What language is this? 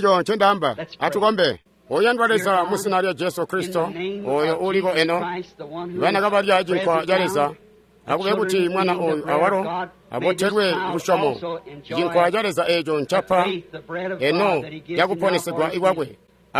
Tonga (Zambia)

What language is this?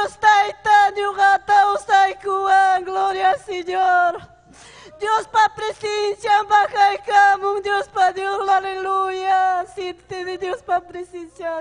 Ayacucho Quechua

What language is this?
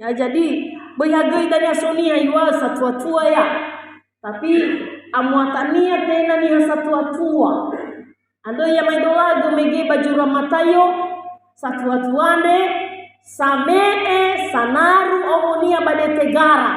Nias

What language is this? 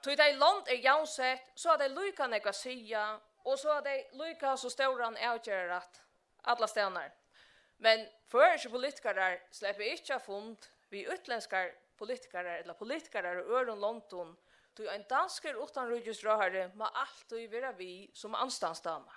Faroese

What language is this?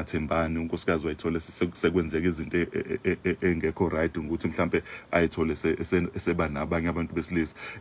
Zulu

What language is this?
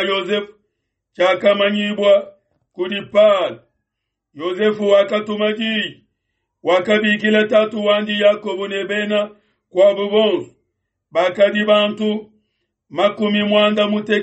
Luba-Lulua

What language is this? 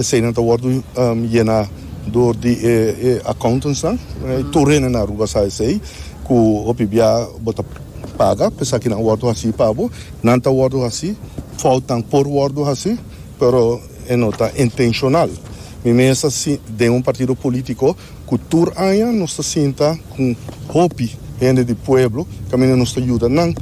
Papiamento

